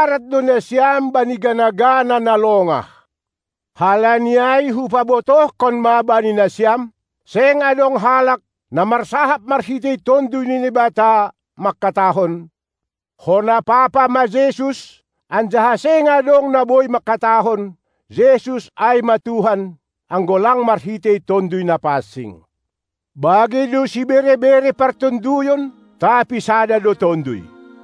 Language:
Batak Simalungun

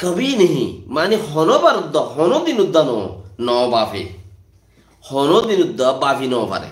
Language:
Rohingya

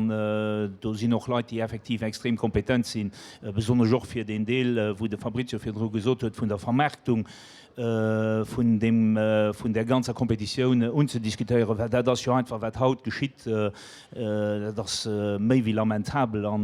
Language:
Luxembourgish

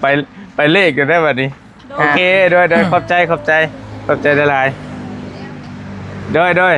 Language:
Northeastern Thai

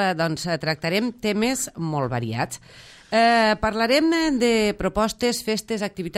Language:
Catalan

